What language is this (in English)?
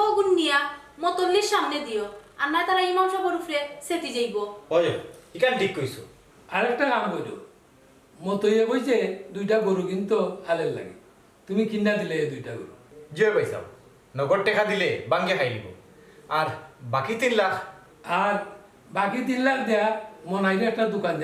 Sylheti